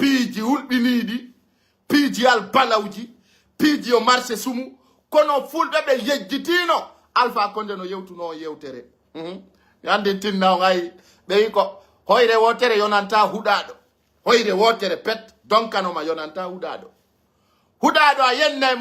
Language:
Pular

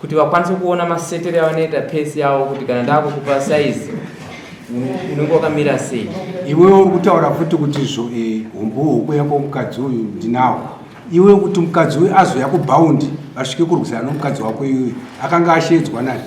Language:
Shona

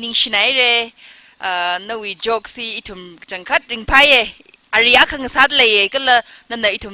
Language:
Tangkhul Naga (India)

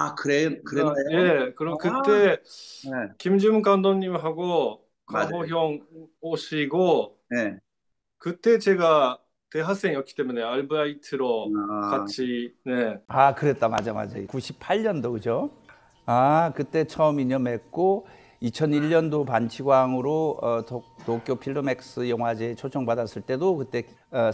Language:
Korean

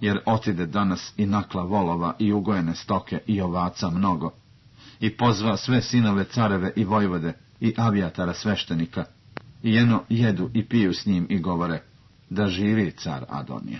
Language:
Serbian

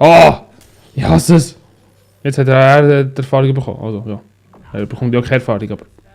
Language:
Swiss German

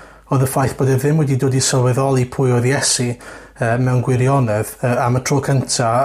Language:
Welsh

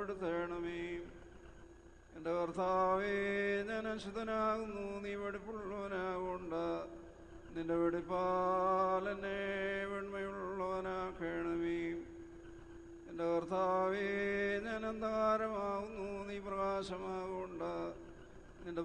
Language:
Malayalam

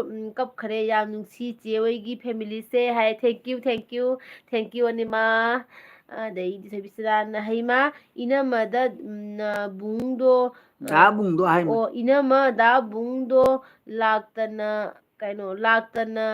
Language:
Manipuri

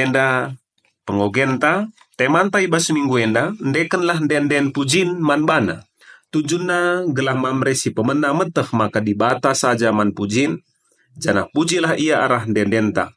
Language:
Batak Karo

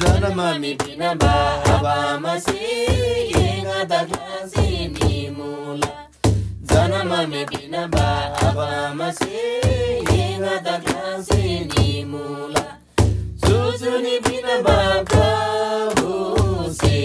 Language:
Eastern Tamang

